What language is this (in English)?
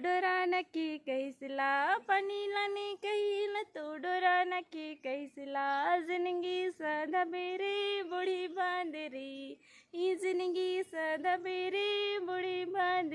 Kurukh